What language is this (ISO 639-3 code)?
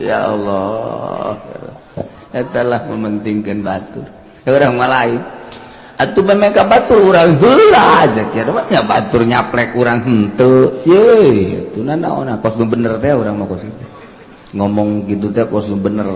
sun